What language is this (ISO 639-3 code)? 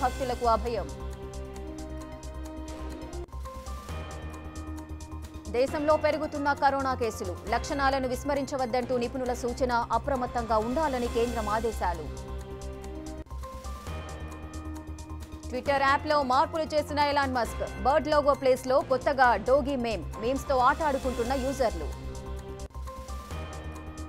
tel